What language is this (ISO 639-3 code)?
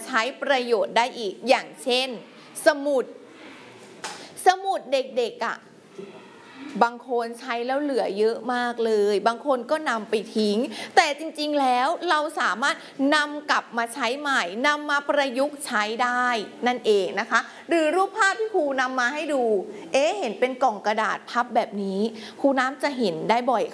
tha